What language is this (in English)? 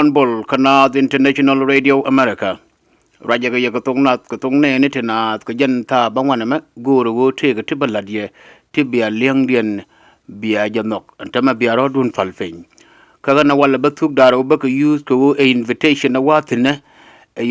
Nuer